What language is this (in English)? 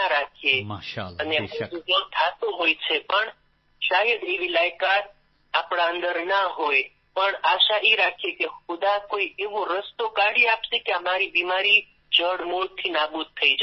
Gujarati